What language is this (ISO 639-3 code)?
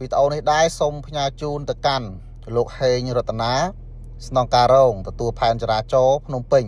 khm